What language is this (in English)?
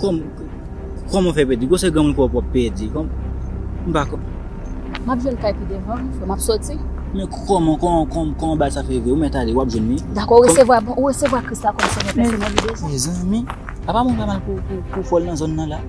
Haitian Creole